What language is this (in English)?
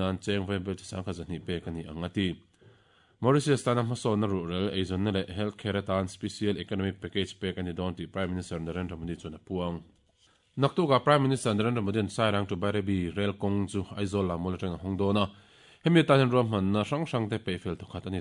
Mizo